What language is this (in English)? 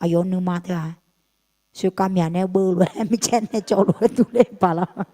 Akha